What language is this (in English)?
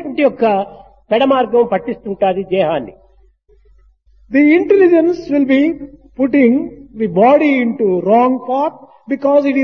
Telugu